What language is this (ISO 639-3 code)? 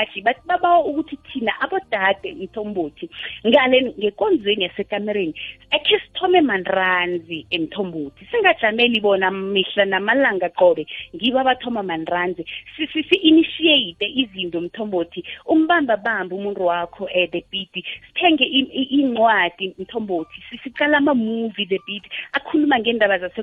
nbl